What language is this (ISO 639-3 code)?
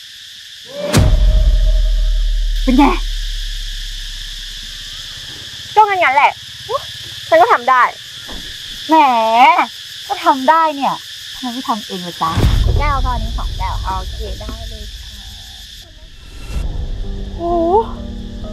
tha